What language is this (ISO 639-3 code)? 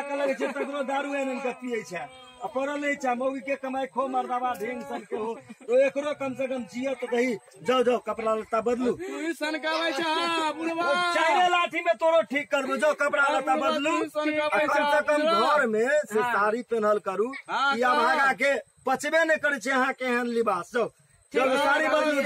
mai